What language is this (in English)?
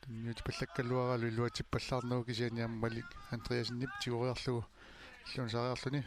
Kalaallisut